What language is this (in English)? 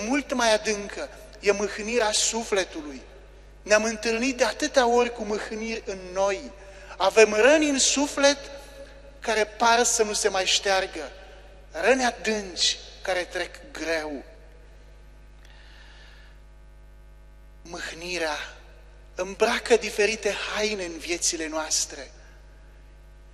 Romanian